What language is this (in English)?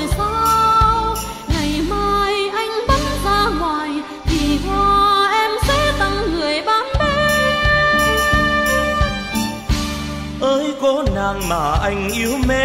Vietnamese